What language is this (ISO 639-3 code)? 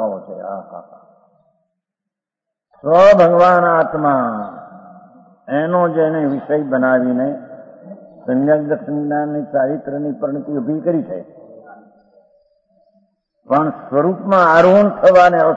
guj